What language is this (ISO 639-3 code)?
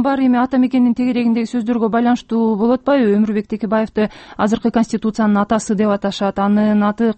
kir